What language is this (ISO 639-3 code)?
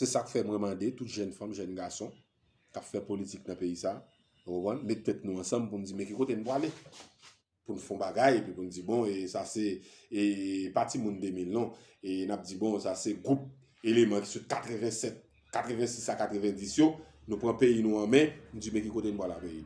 hat